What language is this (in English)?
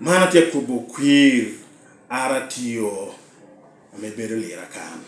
Lango (Uganda)